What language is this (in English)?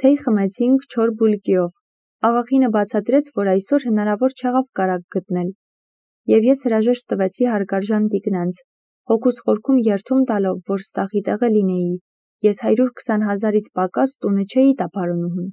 Armenian